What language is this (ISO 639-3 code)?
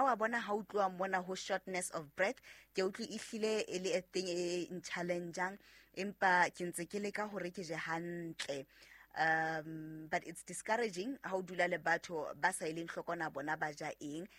sot